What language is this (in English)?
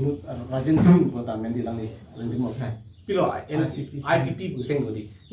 Karbi